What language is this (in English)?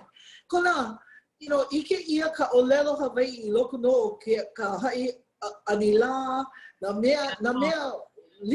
Hawaiian